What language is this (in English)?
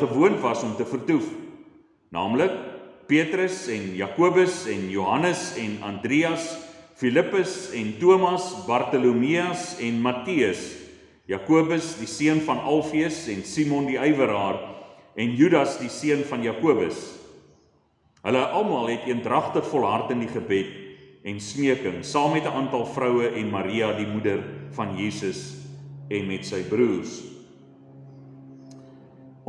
Afrikaans